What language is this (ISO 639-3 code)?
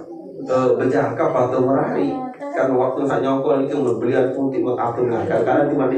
sas